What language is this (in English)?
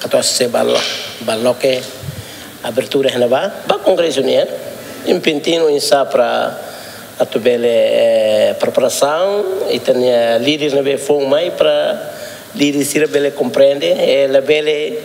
Tetum